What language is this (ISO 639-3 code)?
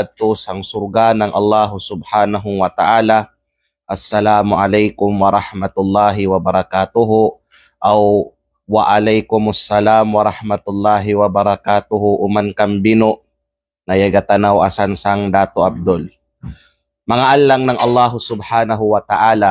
kqe